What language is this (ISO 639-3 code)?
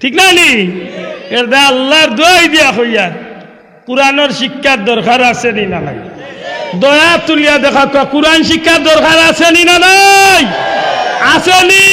syl